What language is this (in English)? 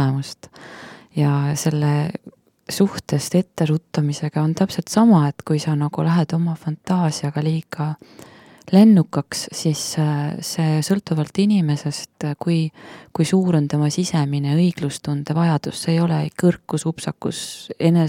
Estonian